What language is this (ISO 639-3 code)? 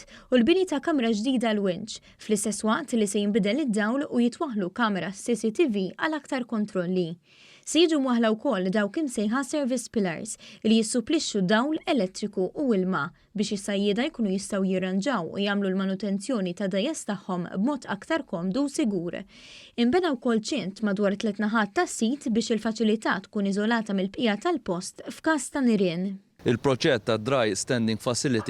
mlt